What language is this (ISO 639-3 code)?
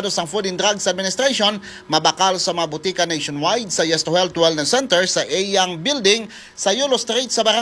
hil